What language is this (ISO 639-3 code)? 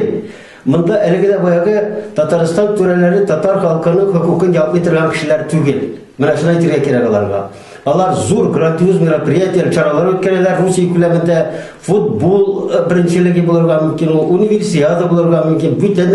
tat